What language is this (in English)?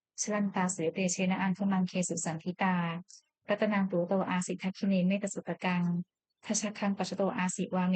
Pali